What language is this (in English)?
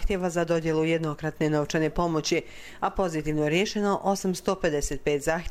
Bosnian